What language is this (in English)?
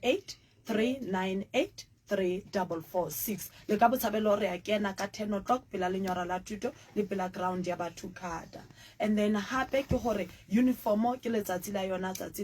Southern Sotho